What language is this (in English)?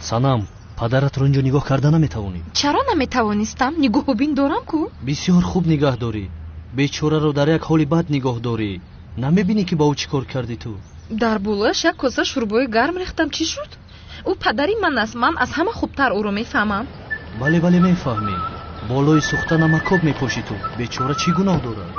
Tajik